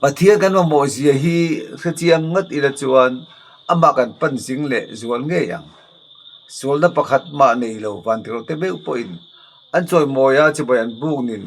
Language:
Mizo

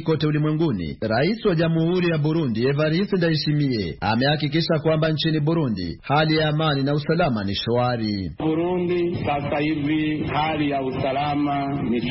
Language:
Swahili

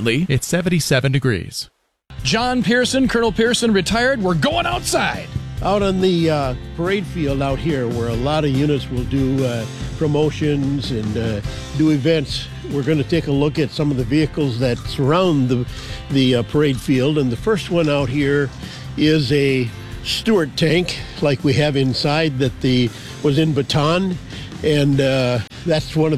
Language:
English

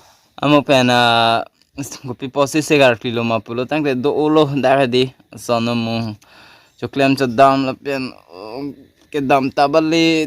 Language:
Karbi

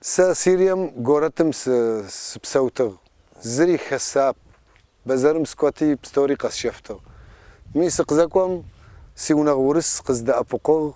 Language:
Kabardian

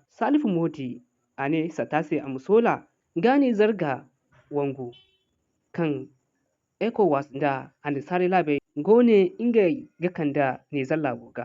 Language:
Zarma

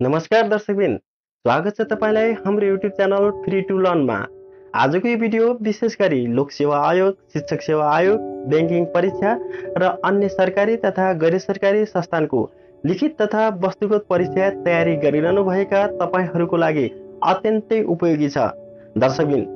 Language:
Nepali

